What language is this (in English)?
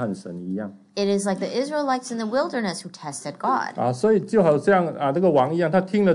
Chinese